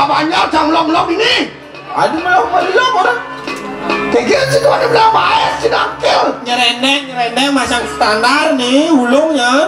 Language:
Balinese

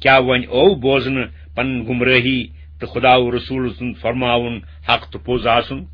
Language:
Kashmiri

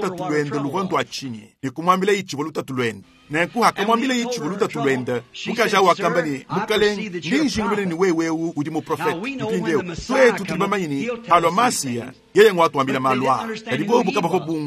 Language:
Luba-Lulua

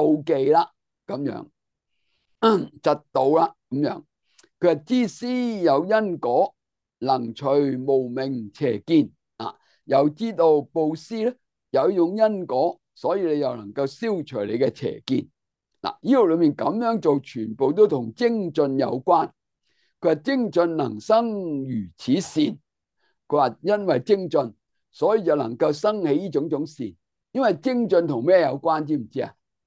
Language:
Cantonese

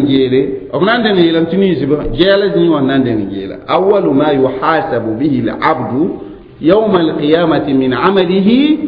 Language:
Mossi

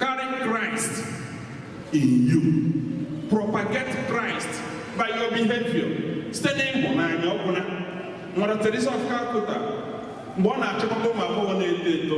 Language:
Igbo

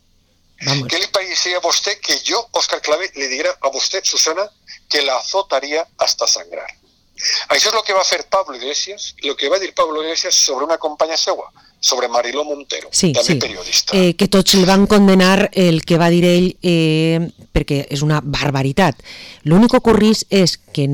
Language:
Catalan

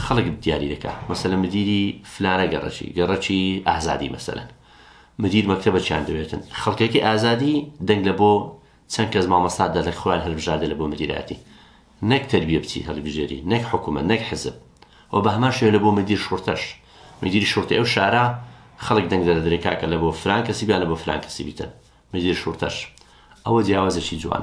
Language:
Central Kurdish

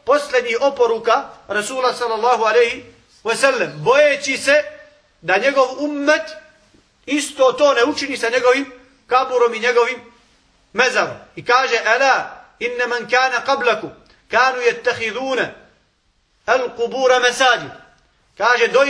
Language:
Bosnian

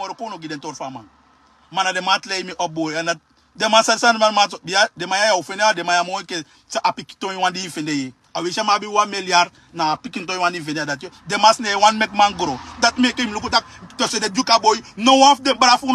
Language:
Sranan Tongo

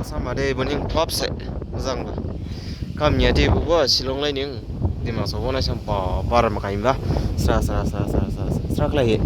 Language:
Dimasa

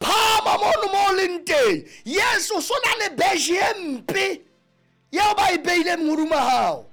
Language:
Southern Sotho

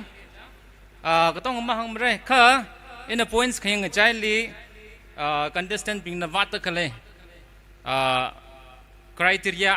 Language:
Tangkhul Naga (India)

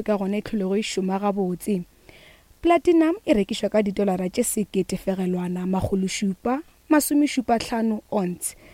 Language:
Northern Sotho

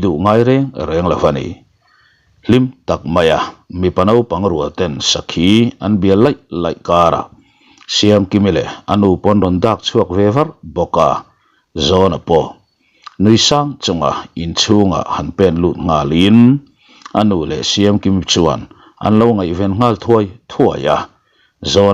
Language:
Mizo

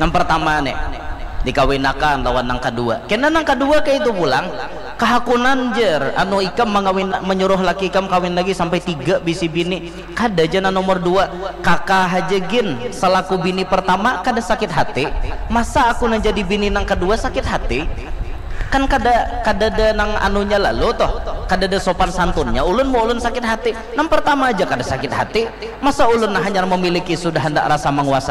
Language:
Banjar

